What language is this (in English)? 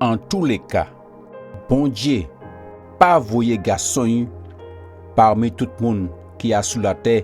Guadeloupean Creole French